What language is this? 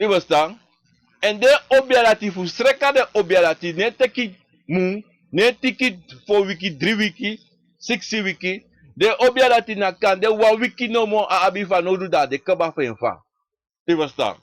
Sranan Tongo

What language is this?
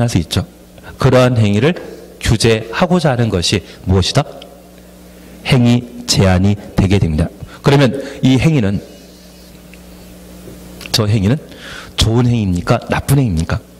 Korean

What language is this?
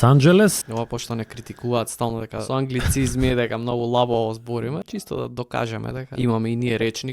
Macedonian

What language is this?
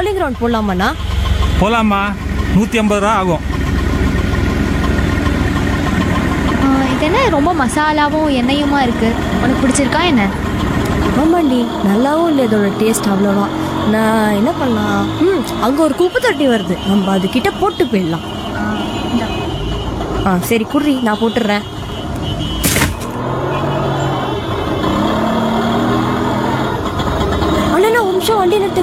Tamil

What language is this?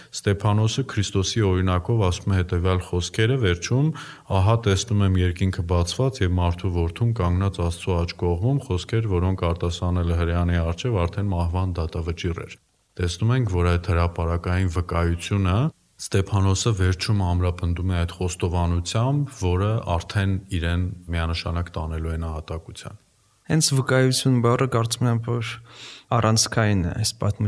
Armenian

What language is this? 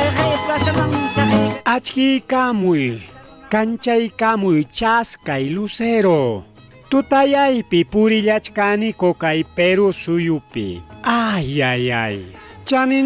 Ayacucho Quechua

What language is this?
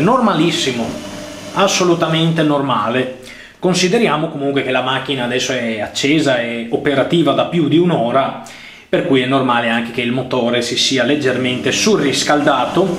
Italian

